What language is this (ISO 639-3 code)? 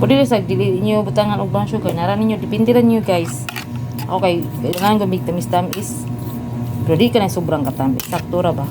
ceb